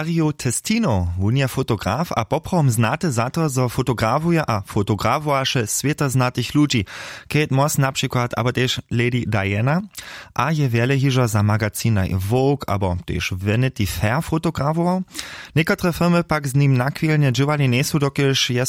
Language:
Upper Sorbian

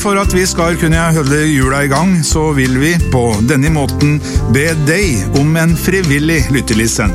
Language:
Norwegian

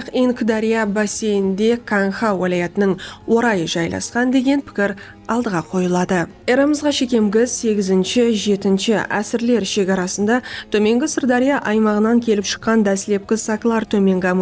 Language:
Kara-Kalpak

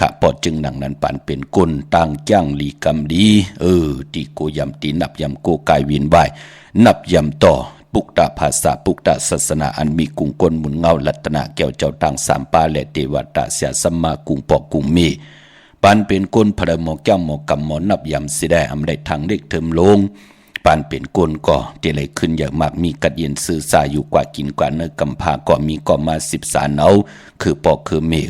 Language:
Shan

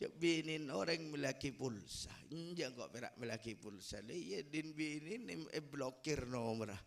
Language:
Madurese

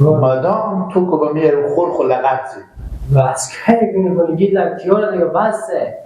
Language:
Persian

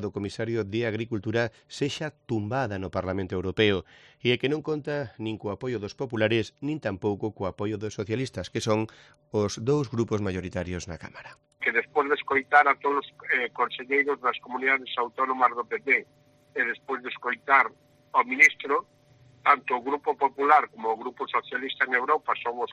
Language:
Galician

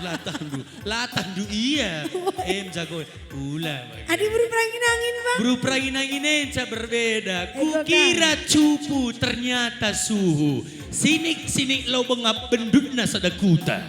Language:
Batak Karo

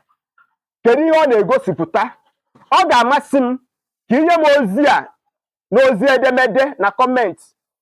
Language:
Igbo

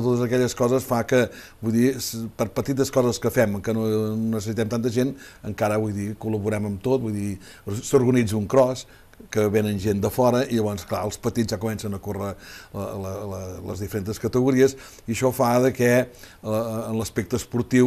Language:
Catalan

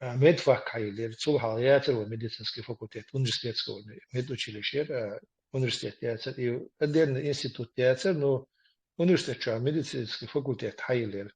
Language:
Chechen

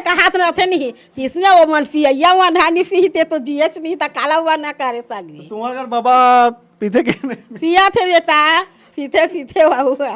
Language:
Chhattisgarhi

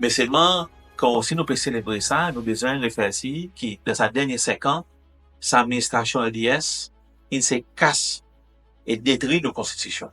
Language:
Seselwa Creole French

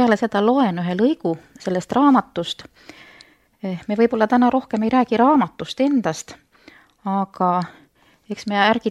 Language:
Estonian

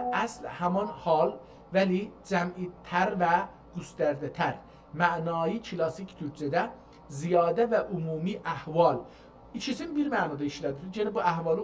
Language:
South Azerbaijani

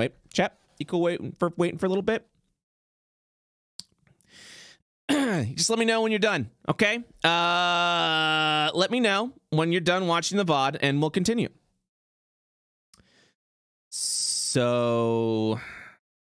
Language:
English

